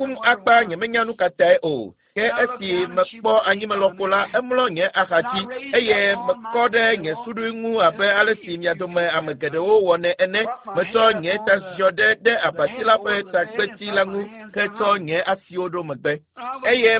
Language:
Ewe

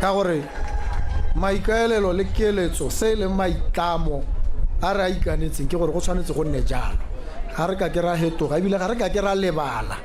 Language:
Tswana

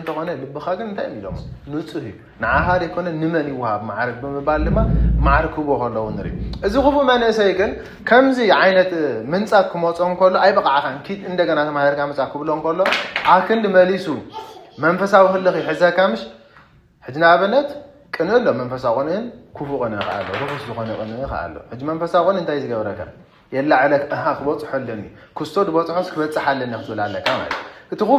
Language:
Tigrinya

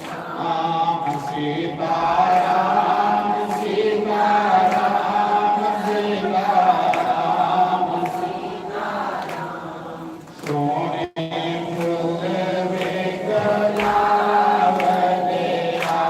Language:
Dogri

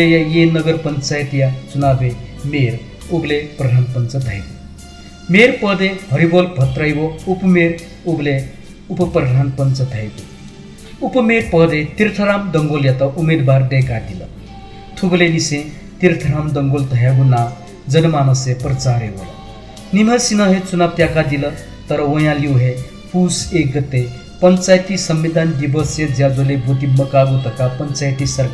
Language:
Newari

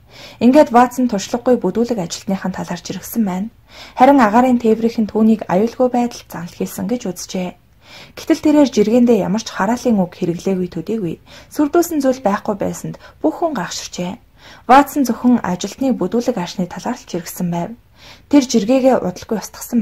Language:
Mongolian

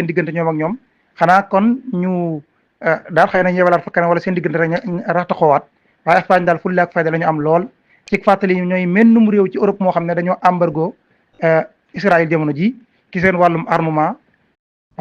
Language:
Wolof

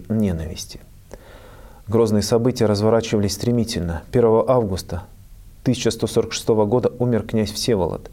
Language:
Russian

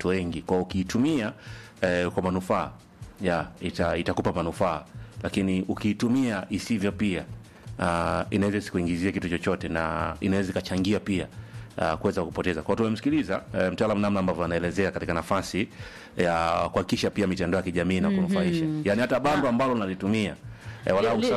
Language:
Swahili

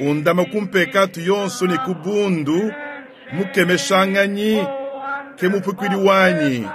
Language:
Luba-Lulua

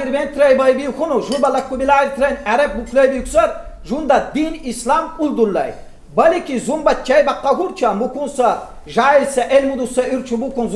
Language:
Lak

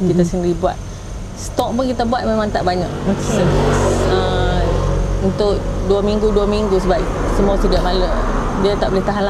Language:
Malay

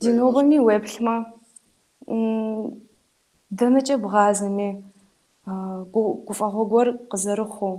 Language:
Kabardian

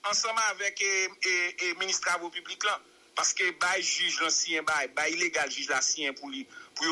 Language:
Haitian Creole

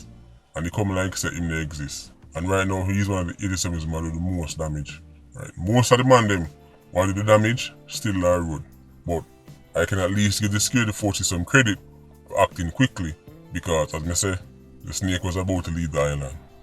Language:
Jamaican Creole English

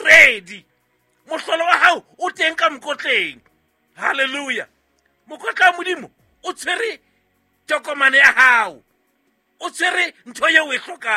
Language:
Southern Sotho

